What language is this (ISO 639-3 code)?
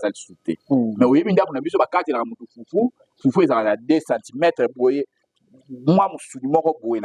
lin